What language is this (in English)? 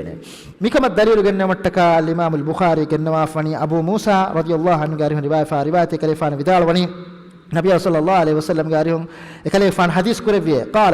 Divehi